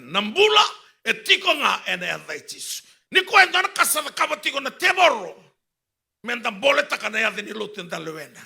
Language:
Fijian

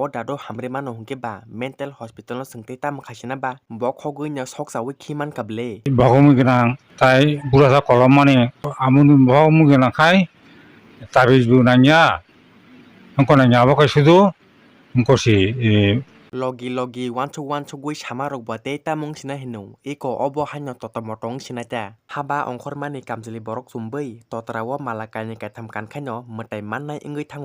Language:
Kok Borok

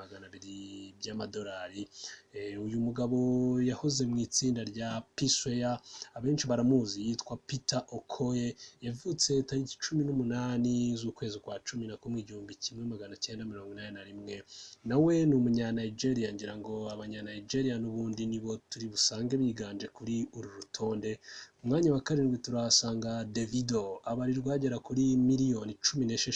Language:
Kinyarwanda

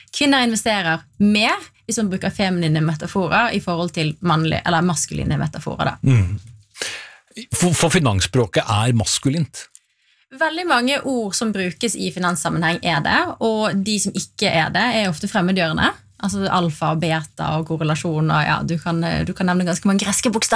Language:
Norwegian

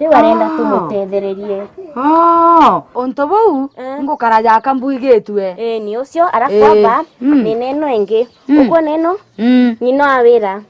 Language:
Meru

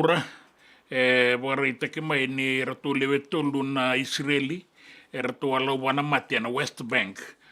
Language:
Fijian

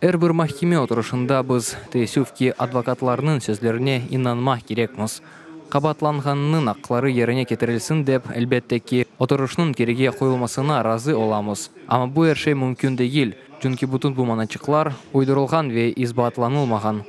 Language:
Crimean Tatar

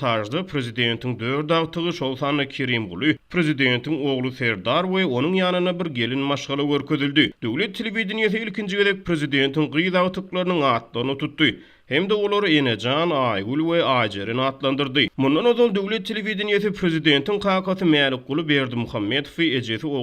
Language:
Turkmen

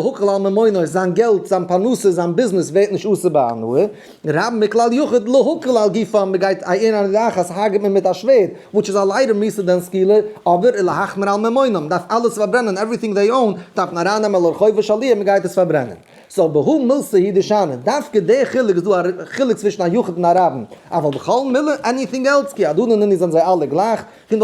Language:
Yiddish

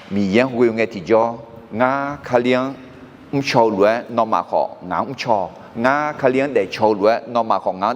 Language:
Akha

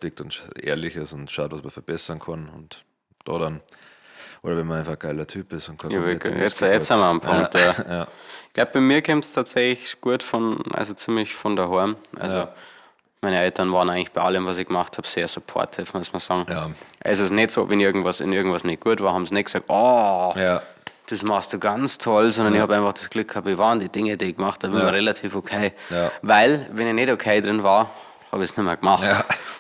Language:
Bavarian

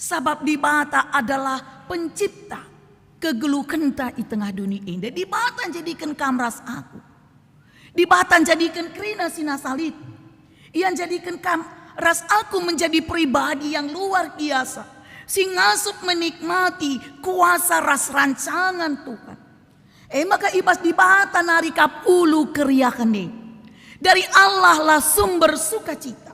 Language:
Batak Karo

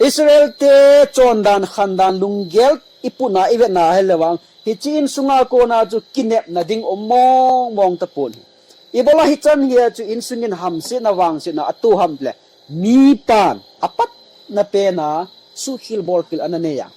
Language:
Thado Chin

